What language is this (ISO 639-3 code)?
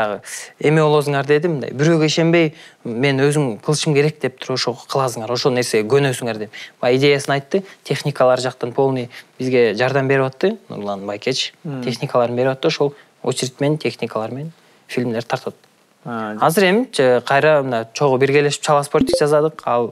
kir